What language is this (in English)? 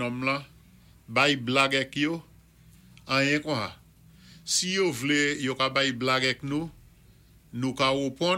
Saint Lucian Creole French